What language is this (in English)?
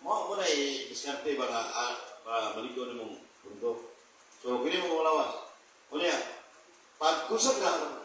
Cebuano